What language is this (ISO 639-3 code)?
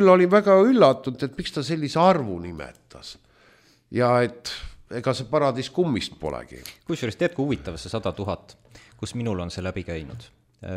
est